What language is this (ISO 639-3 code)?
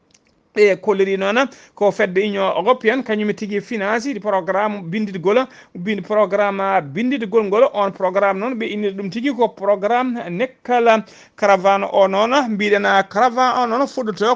ful